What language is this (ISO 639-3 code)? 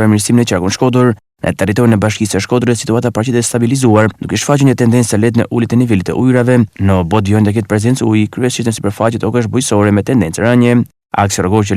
sqi